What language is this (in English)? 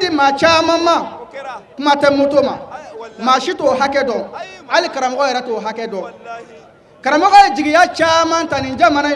Bambara